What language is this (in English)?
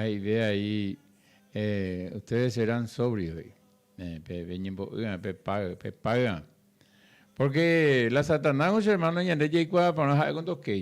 Guarani